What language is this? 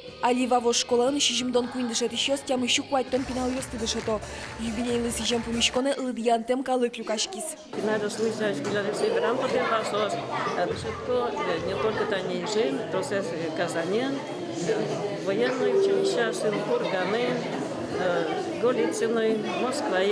Udmurt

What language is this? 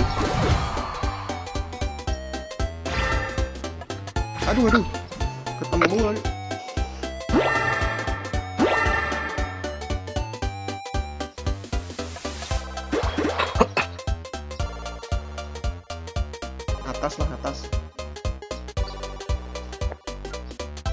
Indonesian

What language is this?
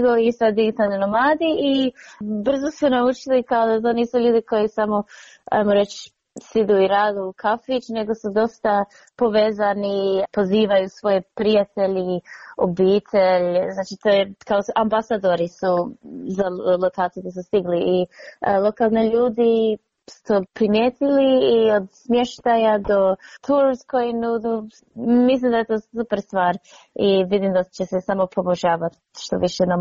Croatian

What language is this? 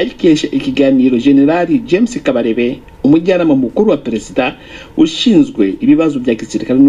Kinyarwanda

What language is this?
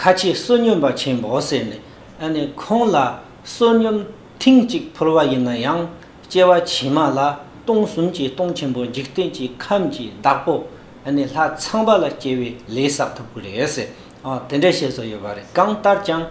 Tibetan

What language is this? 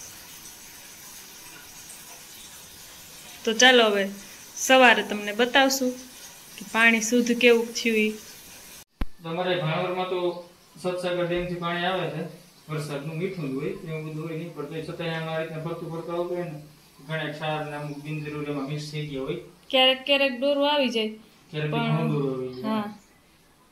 Gujarati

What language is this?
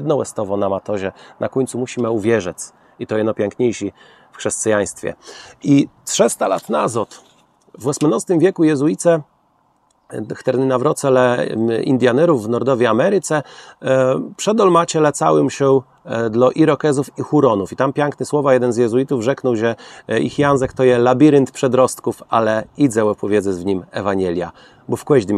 Kashubian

